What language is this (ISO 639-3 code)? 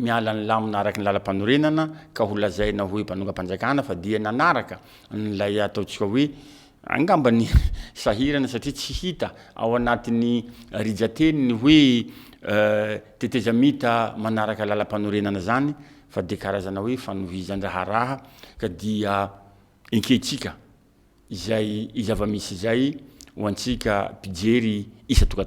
mlg